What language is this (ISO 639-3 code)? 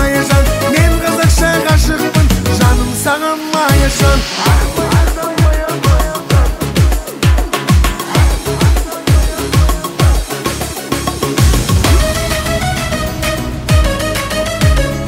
kaz